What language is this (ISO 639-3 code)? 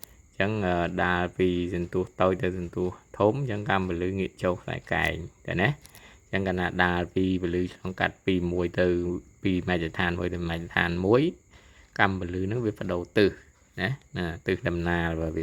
khm